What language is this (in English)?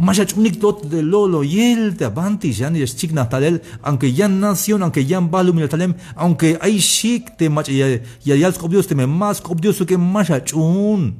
Tzeltal